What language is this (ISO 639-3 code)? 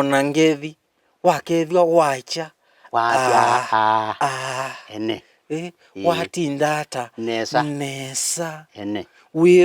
kam